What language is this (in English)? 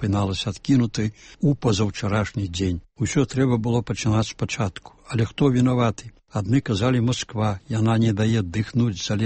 Belarusian